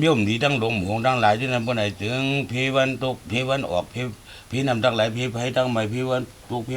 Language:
Shan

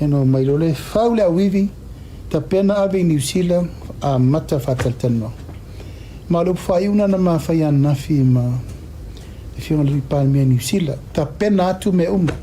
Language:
Samoan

